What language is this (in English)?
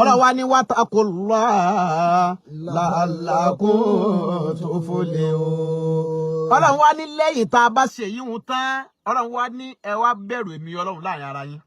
Yoruba